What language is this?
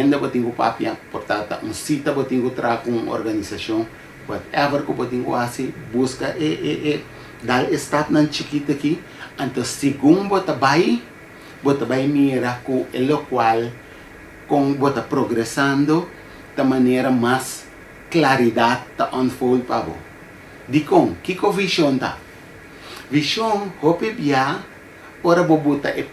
Papiamento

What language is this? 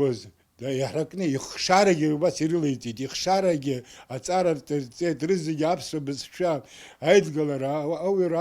Abkhazian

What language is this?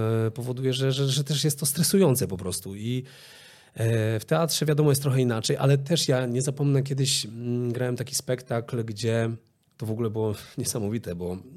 Polish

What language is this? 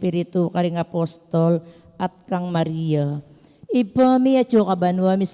Pampanga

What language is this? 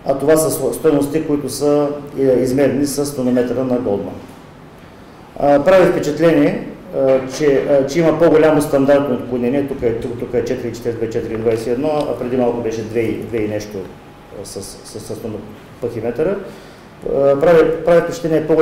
Bulgarian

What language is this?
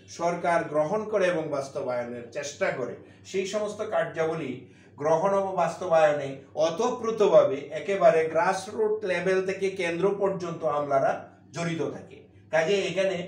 Bangla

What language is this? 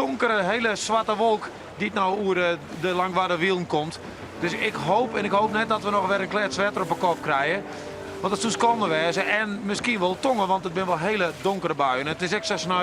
Western Frisian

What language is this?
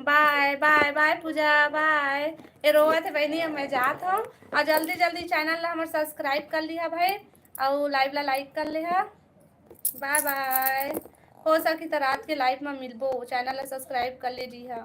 Chhattisgarhi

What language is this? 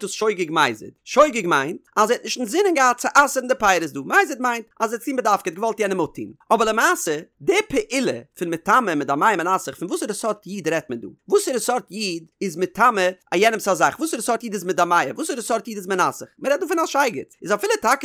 Yiddish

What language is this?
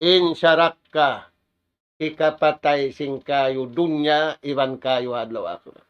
Tausug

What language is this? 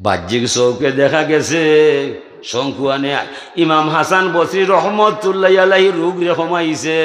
Sylheti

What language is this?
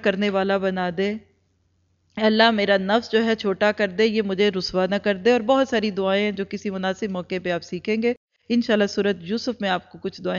Urdu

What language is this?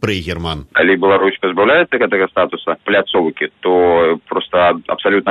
Belarusian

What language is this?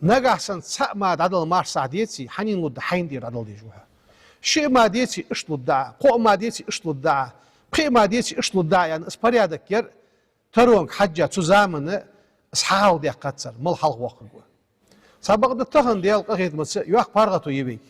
Ingush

